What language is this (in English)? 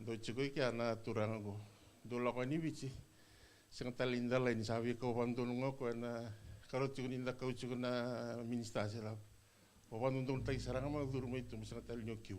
Fijian